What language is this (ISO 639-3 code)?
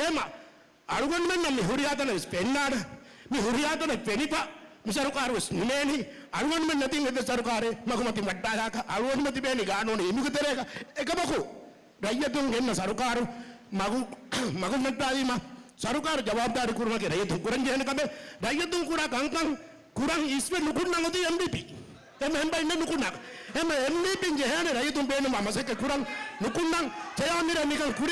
div